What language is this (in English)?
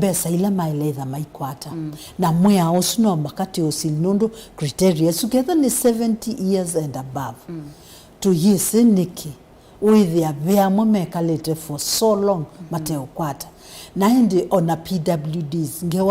Kamba